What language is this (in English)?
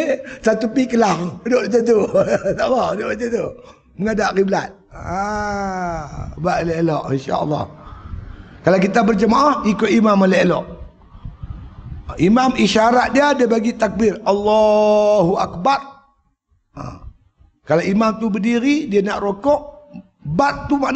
Malay